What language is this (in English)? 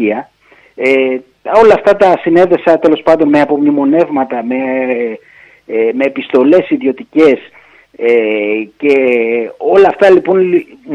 Greek